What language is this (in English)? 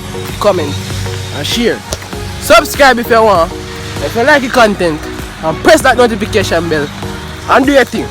Jamaican Creole English